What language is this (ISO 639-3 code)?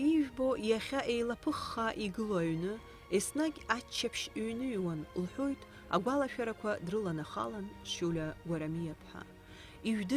abk